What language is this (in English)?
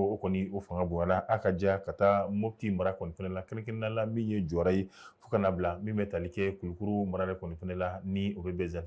Bambara